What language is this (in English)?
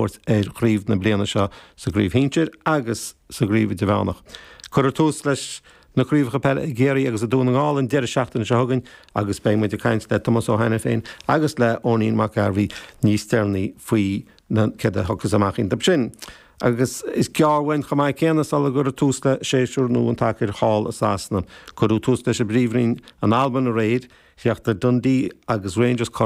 Irish